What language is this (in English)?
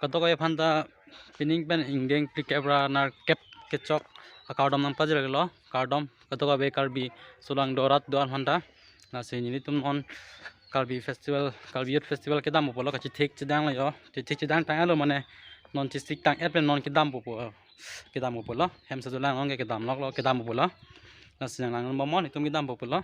Karbi